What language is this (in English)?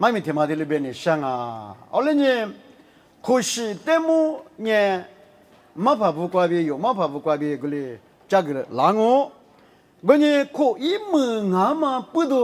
Lisu